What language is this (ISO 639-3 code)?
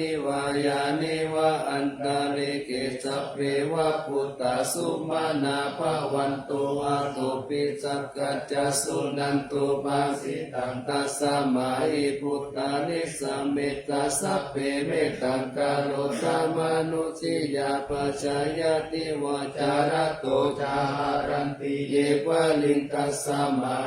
pli